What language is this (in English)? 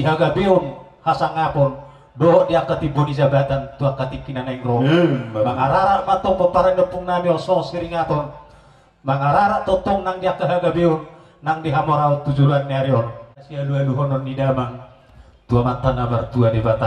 Batak Toba